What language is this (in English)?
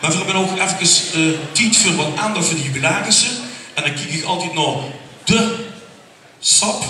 Limburgish